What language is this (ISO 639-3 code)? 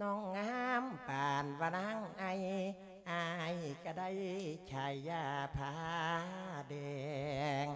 lao